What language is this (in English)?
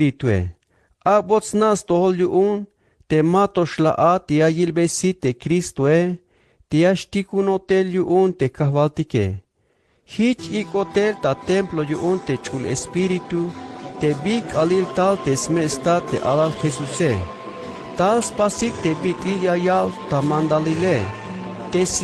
Tzeltal